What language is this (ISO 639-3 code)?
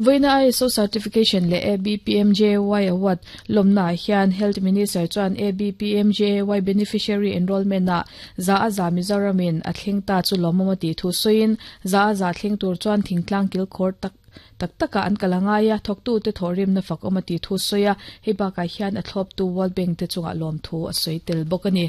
lus